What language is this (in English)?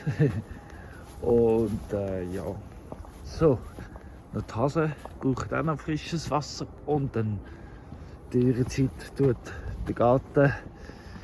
Swiss German